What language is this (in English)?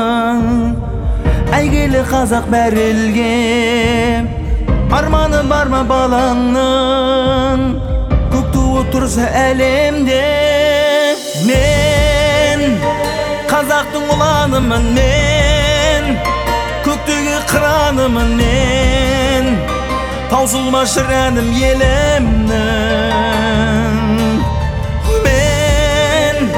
Kazakh